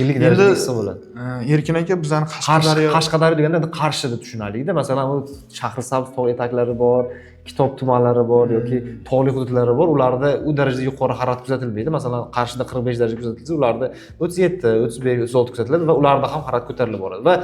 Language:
Uzbek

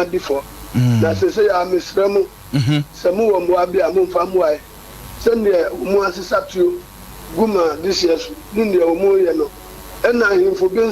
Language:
Akan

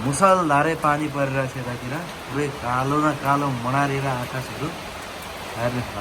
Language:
Nepali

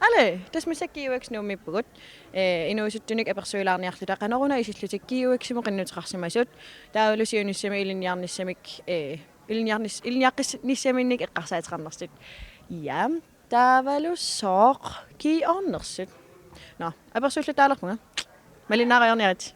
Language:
Kalaallisut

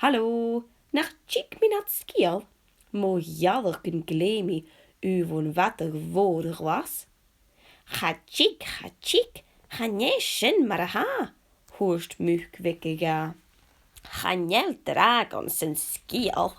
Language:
Scottish Gaelic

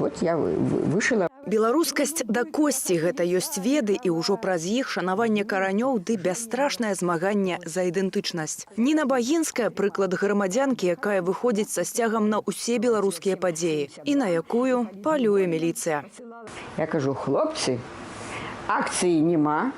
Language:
Belarusian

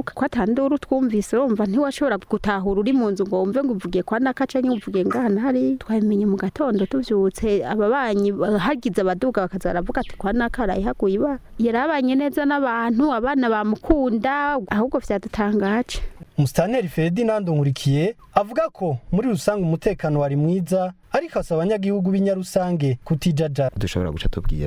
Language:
Rundi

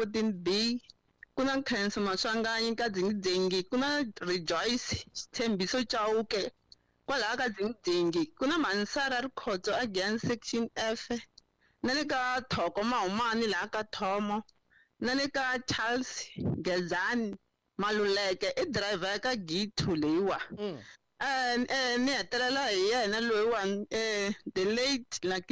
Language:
Tsonga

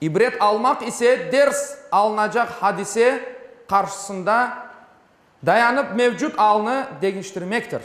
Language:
Crimean Tatar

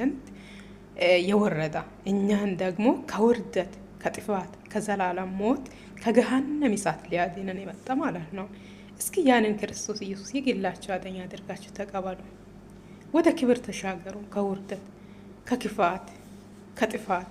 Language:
Amharic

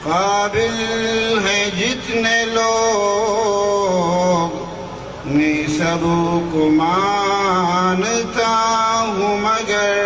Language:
Eastern Balochi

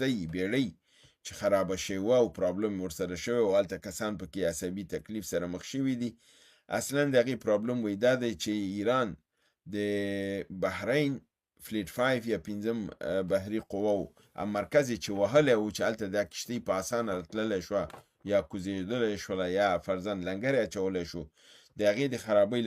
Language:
Pashto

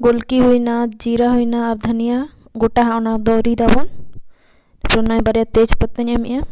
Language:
Santali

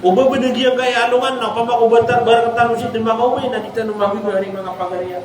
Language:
Maranao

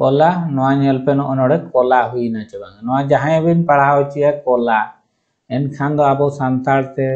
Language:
Santali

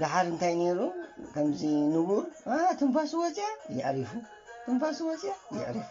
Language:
Tigrinya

